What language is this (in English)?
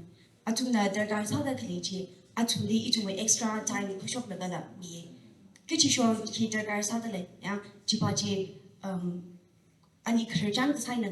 Tangkhul Naga (India)